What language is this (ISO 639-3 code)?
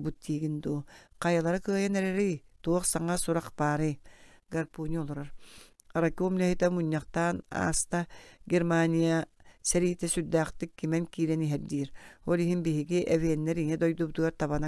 sah